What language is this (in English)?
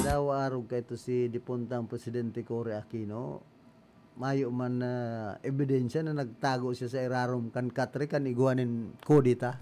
Bikol